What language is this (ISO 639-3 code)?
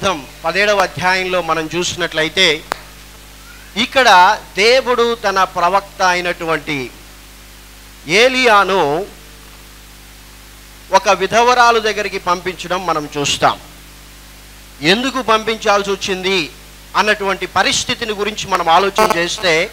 tel